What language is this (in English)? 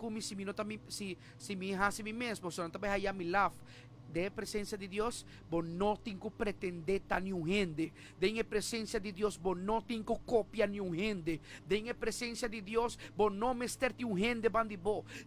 Papiamento